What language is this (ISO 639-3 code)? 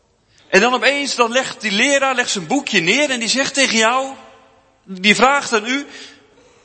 nld